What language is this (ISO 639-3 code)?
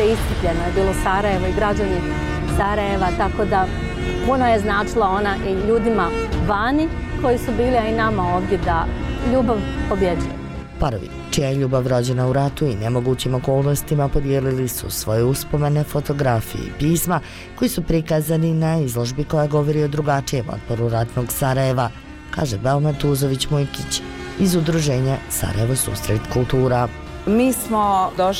bos